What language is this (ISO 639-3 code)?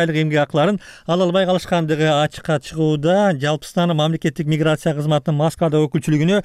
kir